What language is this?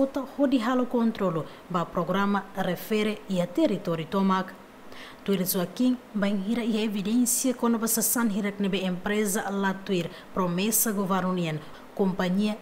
Tetum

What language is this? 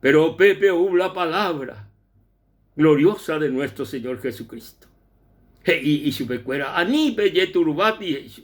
Guarani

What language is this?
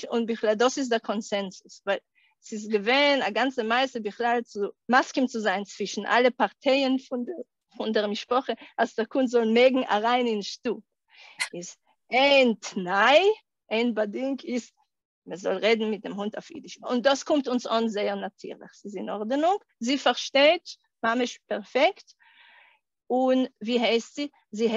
Yiddish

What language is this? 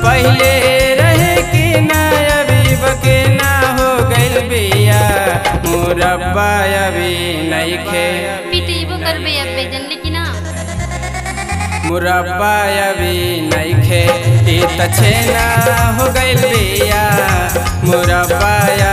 Bhojpuri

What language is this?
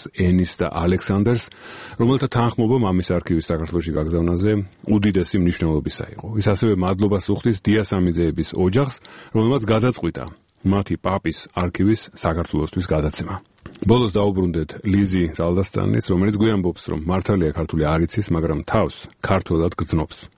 Georgian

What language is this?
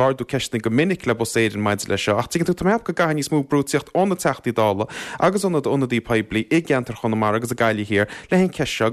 Irish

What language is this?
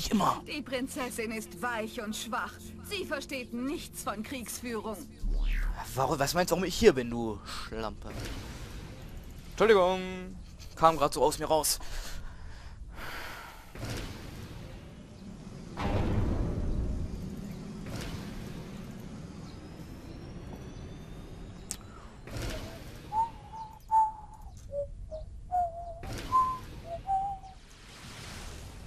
German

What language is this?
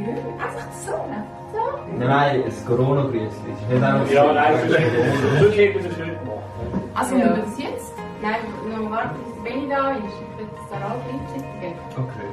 Swiss German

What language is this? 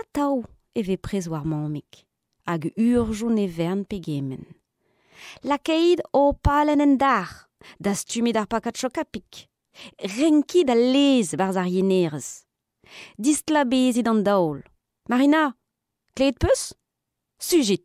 Breton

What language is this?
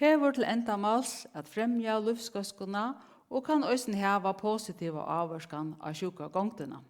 Faroese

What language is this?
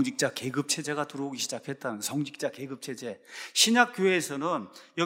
Korean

